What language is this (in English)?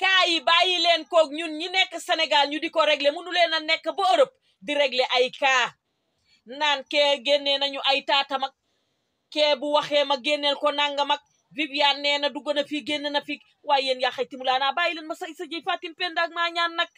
Wolof